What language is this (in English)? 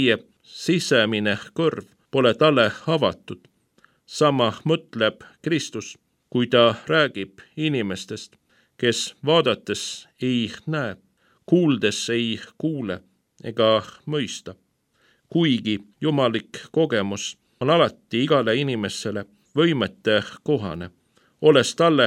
Estonian